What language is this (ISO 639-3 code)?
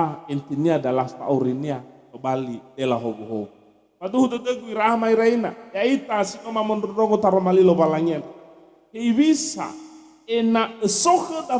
nia